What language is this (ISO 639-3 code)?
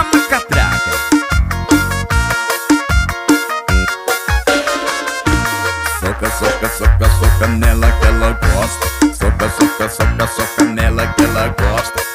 por